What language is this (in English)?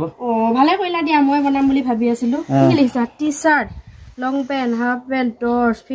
Assamese